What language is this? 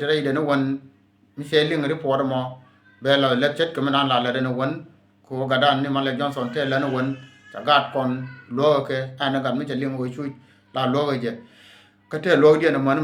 Nuer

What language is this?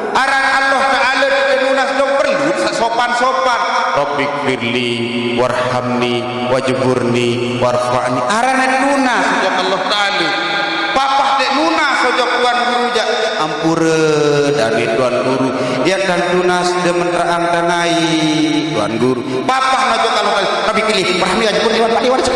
Sasak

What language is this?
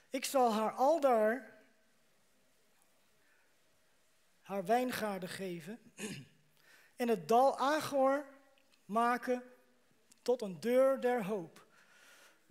Dutch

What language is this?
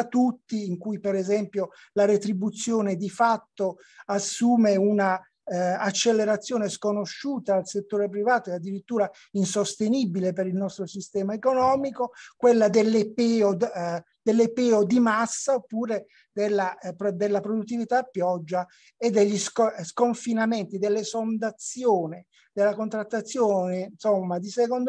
Italian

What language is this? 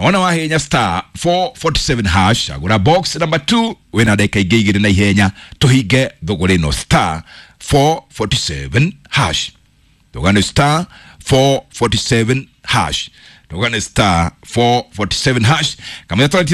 Kikuyu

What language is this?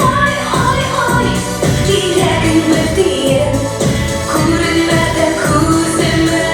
Bashkir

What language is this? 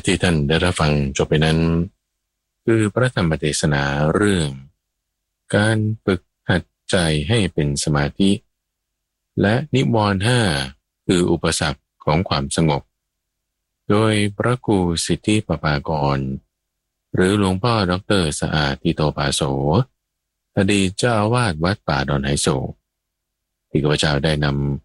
Thai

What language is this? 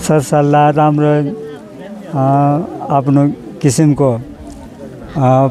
Nepali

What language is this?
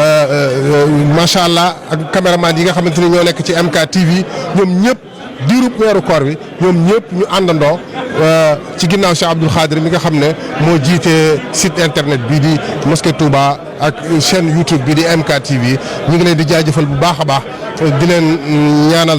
Wolof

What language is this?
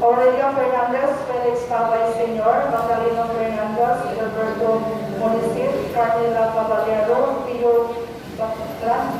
Cebuano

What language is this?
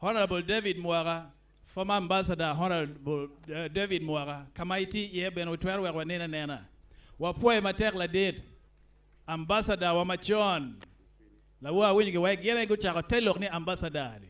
Acoli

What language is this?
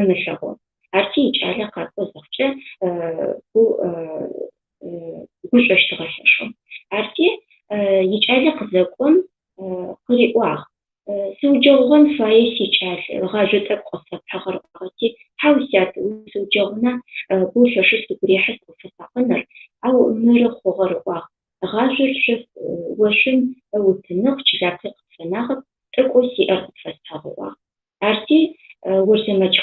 Adyghe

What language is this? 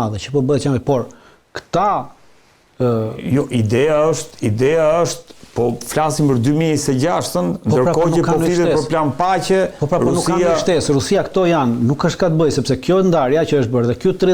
Albanian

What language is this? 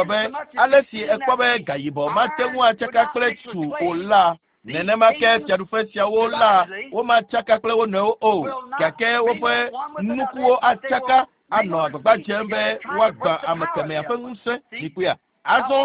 Ewe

